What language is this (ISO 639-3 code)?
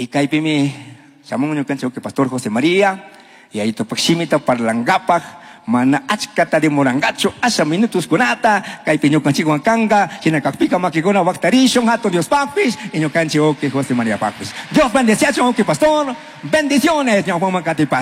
qug